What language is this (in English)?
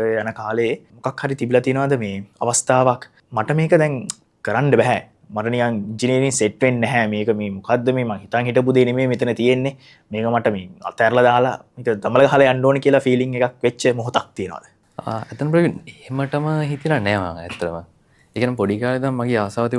Sinhala